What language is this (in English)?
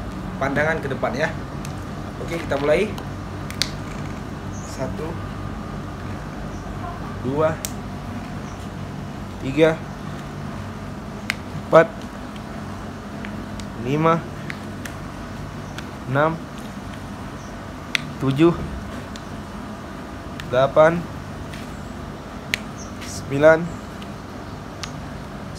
Indonesian